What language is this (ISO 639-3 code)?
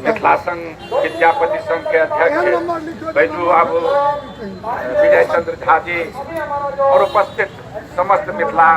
mai